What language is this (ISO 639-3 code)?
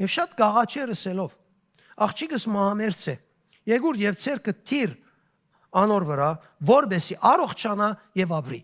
hyw